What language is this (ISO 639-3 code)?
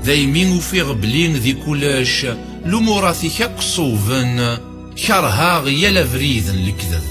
kab